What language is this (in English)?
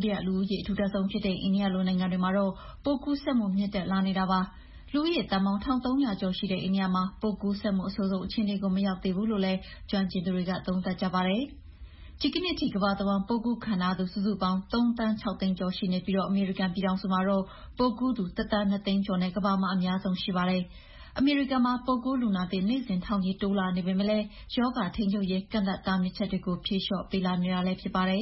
Burmese